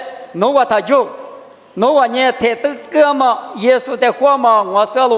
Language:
Lisu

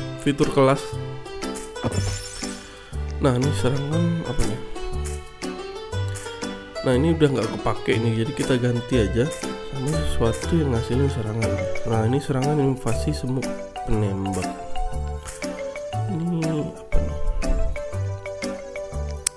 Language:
Indonesian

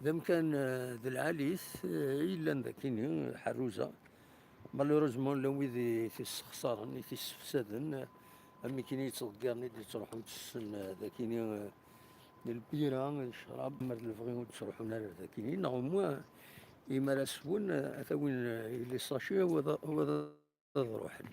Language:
Kabyle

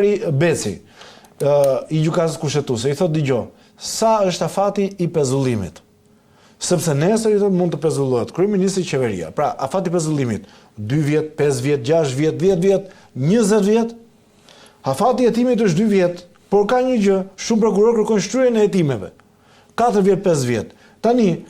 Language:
Albanian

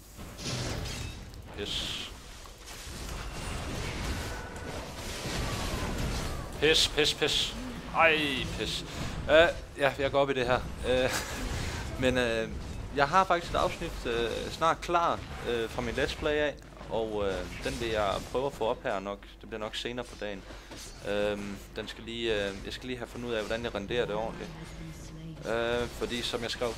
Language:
Danish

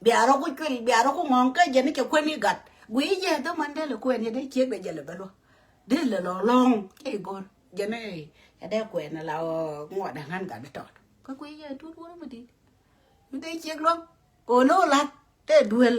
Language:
Nuer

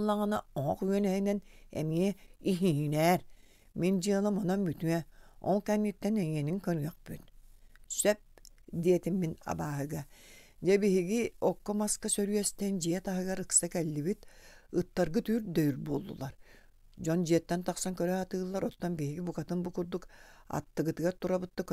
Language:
Yakut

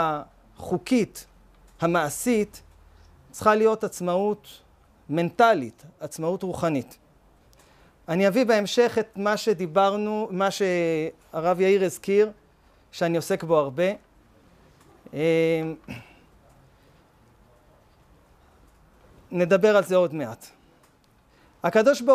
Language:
Hebrew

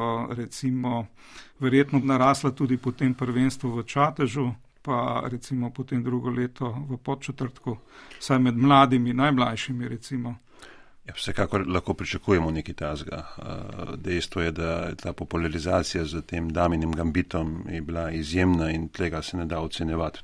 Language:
Slovenian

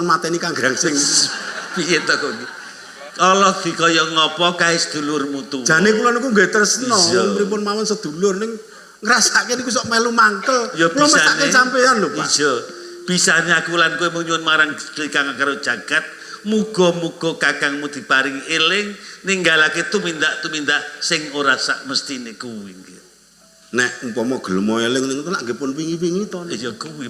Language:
Javanese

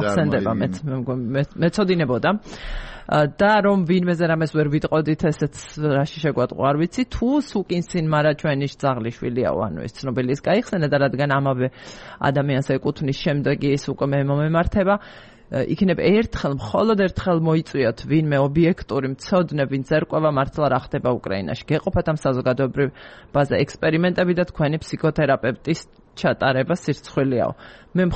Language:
Georgian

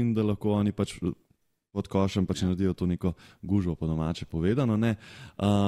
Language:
Slovenian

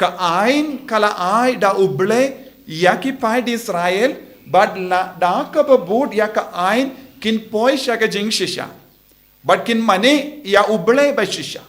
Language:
Khasi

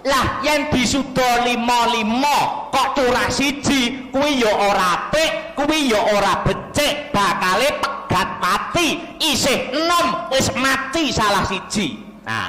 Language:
Javanese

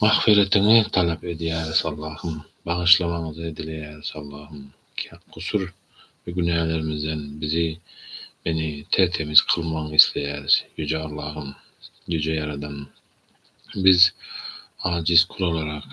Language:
Turkmen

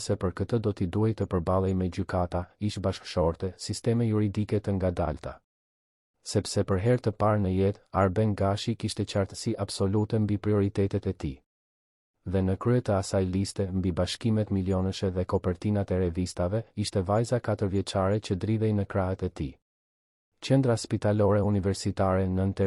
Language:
Albanian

